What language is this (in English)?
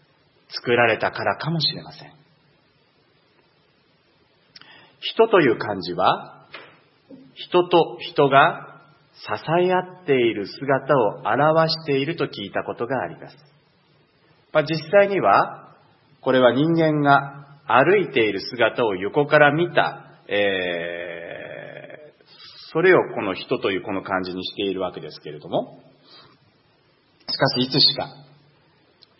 Japanese